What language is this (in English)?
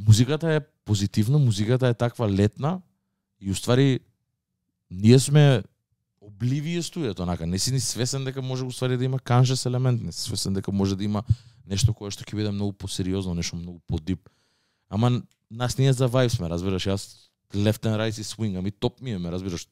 Macedonian